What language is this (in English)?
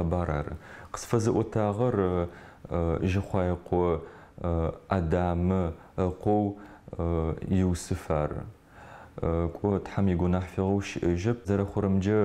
Adyghe